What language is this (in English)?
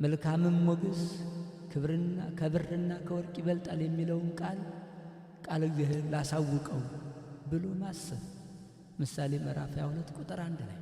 Amharic